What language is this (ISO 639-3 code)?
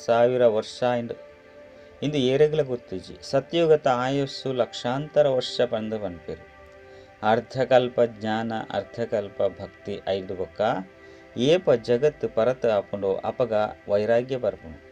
tcy